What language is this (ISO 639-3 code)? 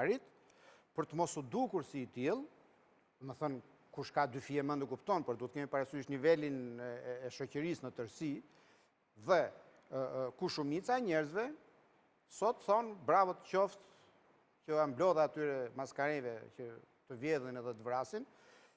sqi